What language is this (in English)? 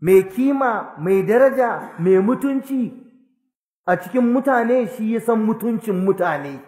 Hausa